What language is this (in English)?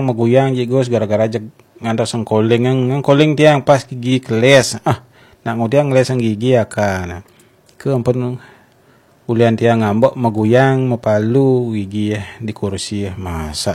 Balinese